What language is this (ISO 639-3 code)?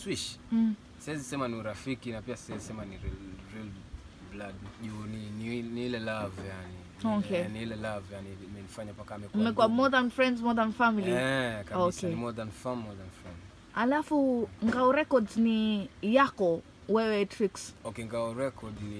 swa